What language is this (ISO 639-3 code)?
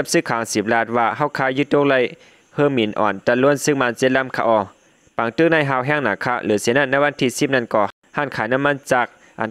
shn